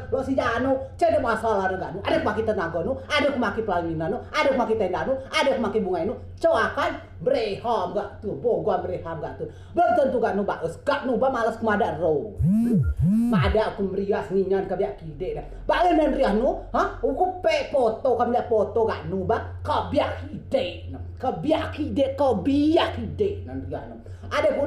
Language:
Rejang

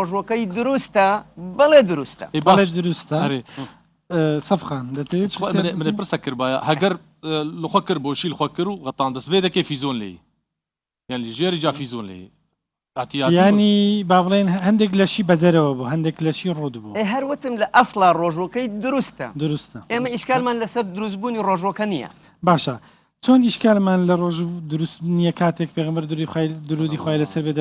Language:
Central Kurdish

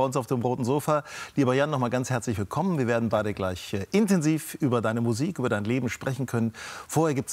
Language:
German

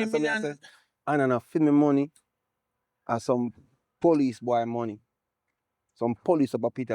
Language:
Jamaican Creole English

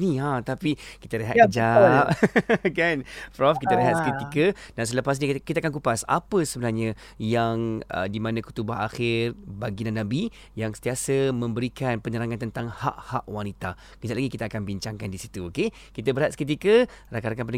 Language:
Malay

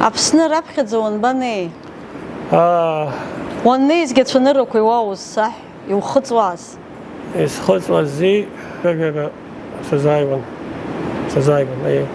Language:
Abkhazian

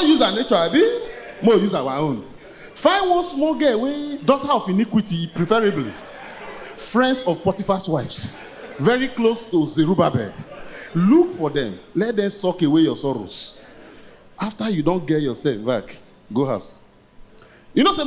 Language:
Nigerian Pidgin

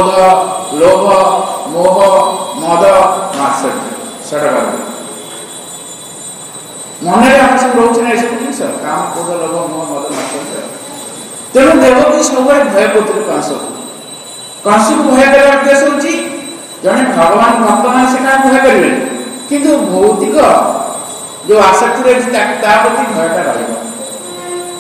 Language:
Odia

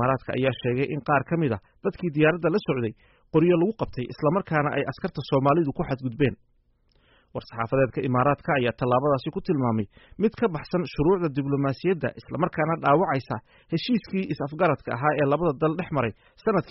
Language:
Somali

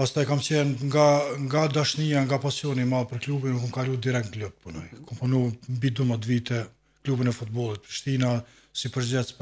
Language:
Albanian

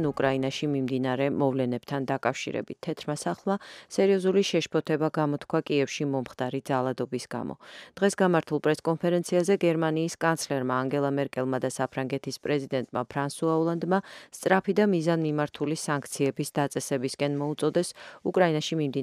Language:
Georgian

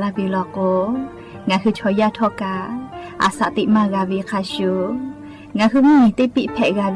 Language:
Lahu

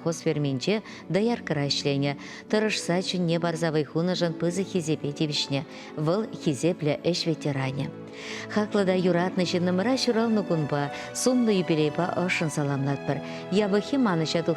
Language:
Chuvash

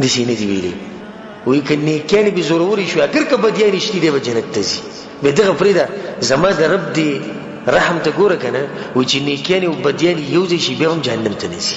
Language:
Pashto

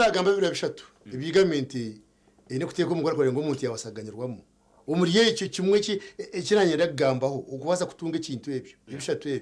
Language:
Nyankole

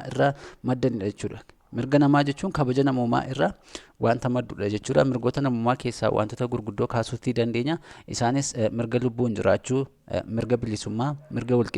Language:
Oromo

